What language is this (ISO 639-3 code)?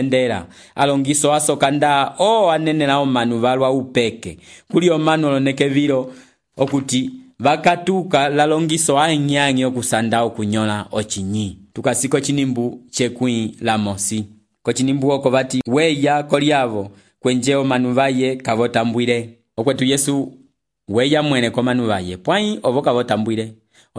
umb